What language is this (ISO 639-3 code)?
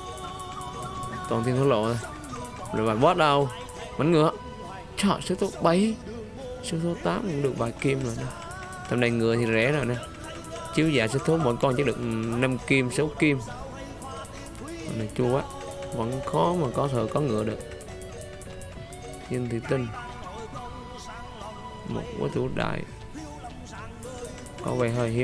vie